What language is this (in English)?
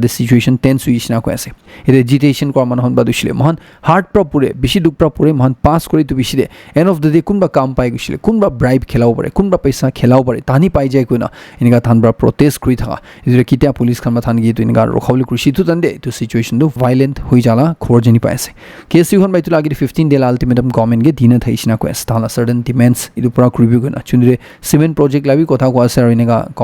Naga Pidgin